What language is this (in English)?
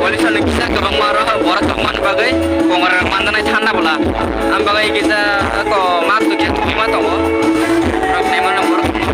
Kok Borok